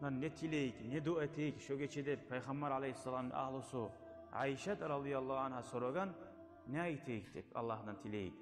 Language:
Kumyk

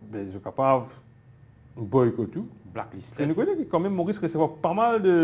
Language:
Morisyen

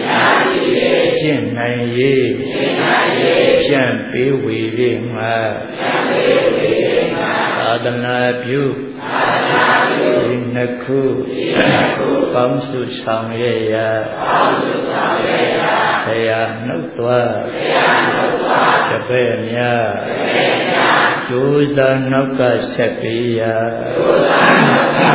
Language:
Burmese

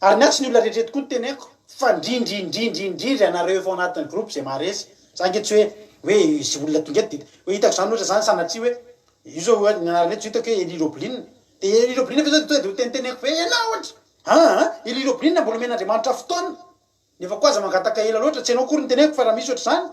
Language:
Malagasy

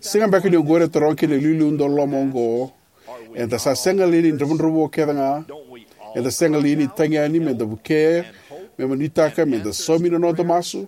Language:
Fijian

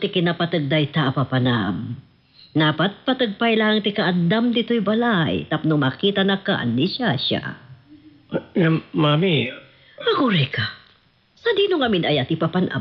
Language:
Iloko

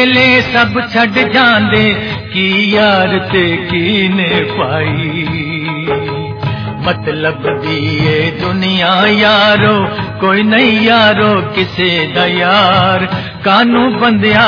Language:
Punjabi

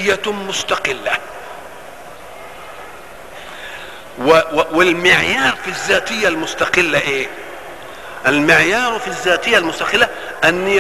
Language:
Egyptian Arabic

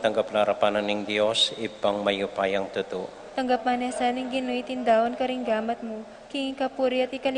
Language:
Pampanga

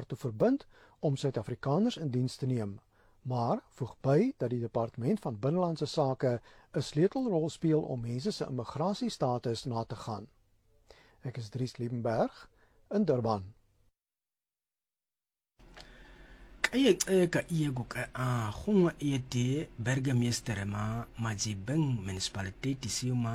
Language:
Afrikaans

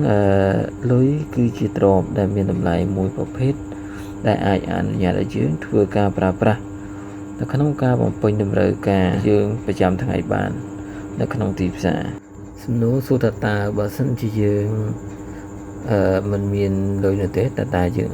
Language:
Khmer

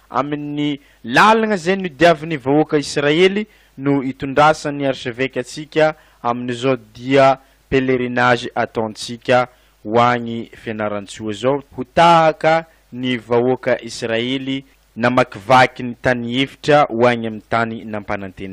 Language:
Malagasy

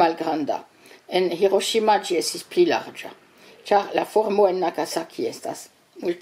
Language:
Esperanto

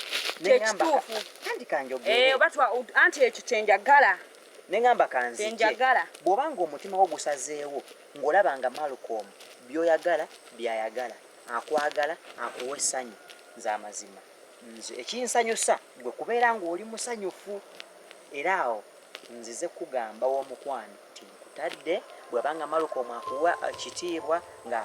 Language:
Ganda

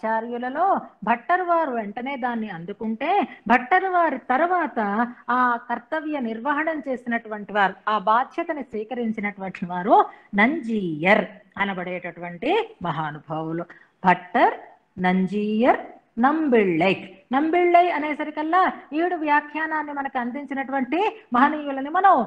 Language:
Telugu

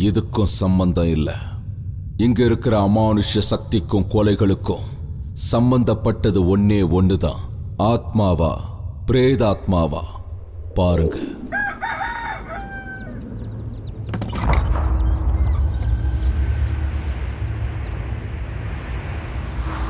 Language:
Tamil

